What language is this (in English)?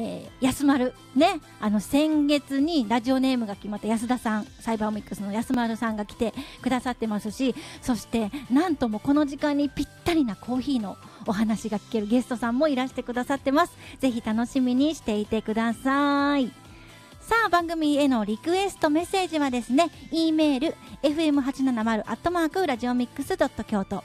Japanese